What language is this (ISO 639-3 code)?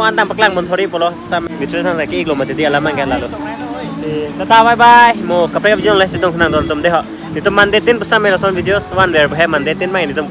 mjw